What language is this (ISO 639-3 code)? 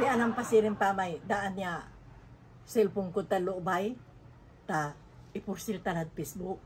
pag